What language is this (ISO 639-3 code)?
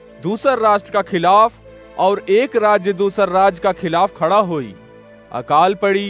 awa